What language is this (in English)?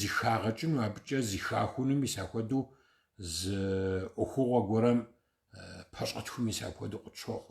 Kabardian